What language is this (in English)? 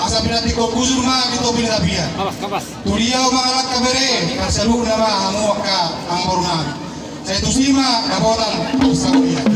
Batak Toba